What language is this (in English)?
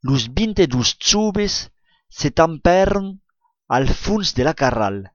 Occitan